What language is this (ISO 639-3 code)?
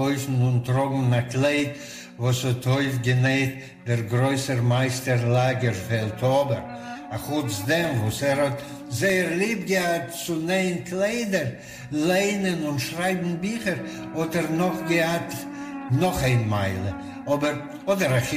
yid